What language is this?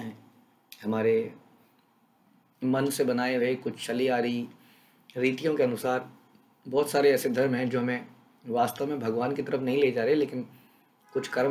Hindi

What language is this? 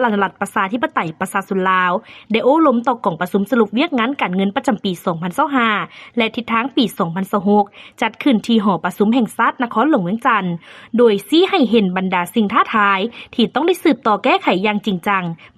Lao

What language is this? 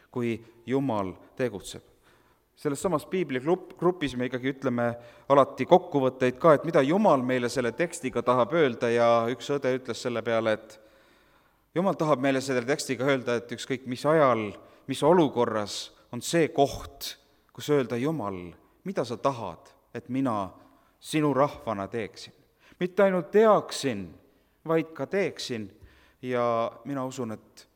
Estonian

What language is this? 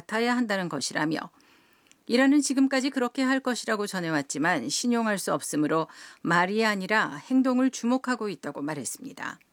Korean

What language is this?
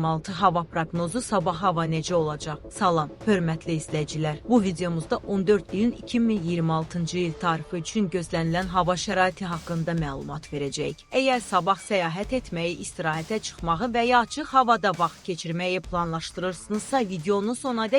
Azerbaijani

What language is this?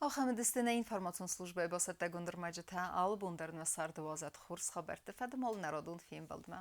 Ossetic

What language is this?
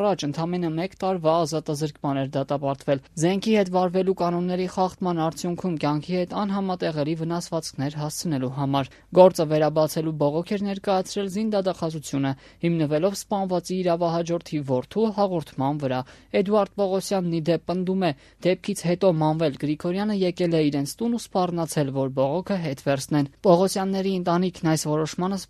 Armenian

